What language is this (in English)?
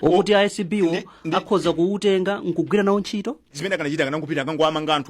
Nyanja